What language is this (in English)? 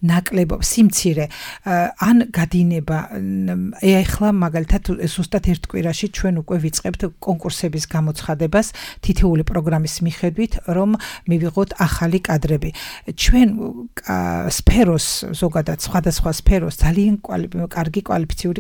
Georgian